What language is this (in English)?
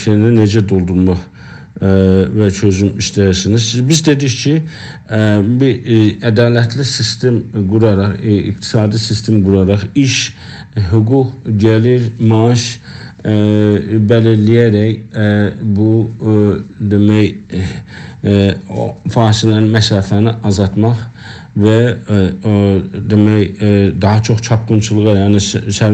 South Azerbaijani